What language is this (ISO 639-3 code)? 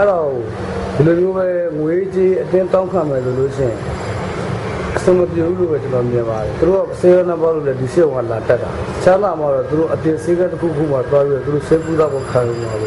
mya